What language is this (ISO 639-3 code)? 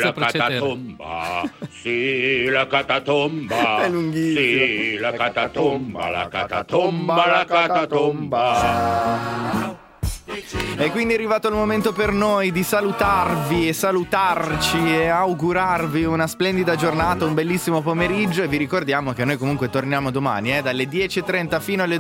ita